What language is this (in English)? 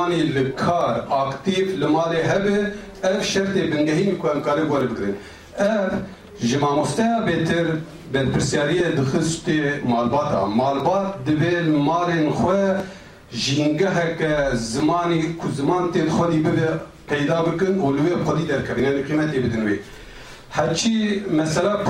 Kurdish